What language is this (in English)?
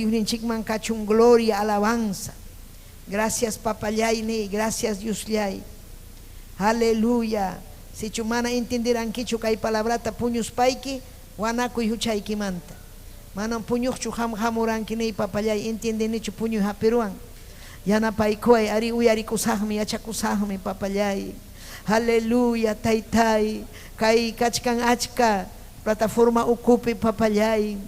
Ayacucho Quechua